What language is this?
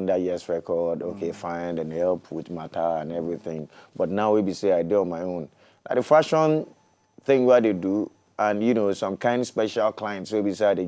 Nigerian Pidgin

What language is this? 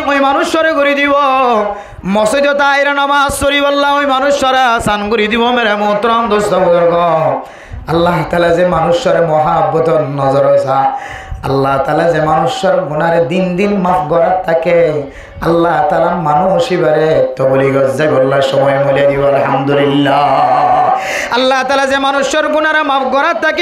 Rohingya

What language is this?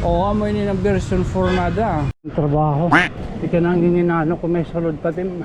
Waray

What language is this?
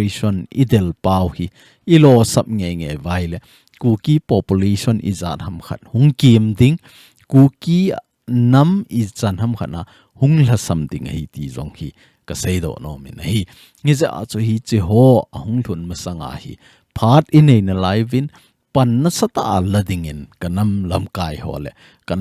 Thado Chin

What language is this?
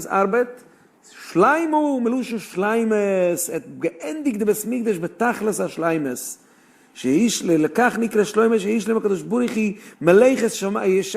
Yiddish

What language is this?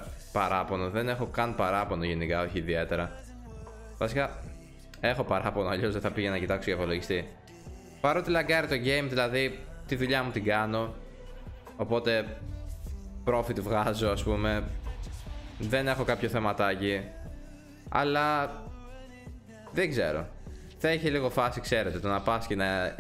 Greek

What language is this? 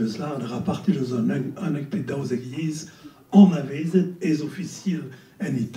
Breton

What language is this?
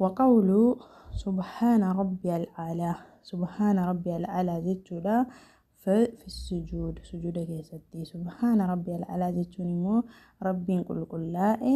Oromo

